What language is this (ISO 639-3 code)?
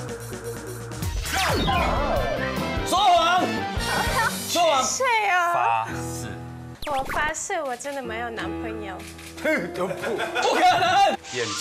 zho